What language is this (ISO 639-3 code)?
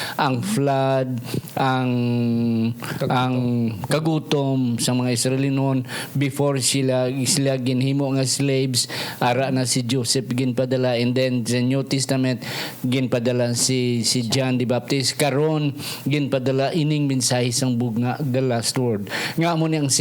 hil